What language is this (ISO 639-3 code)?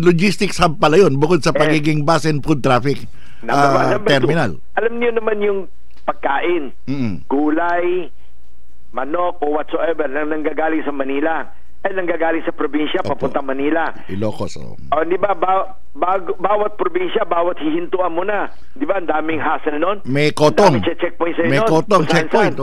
fil